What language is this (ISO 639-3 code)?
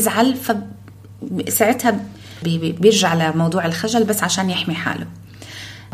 apc